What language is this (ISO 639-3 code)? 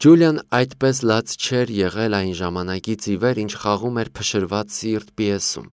hye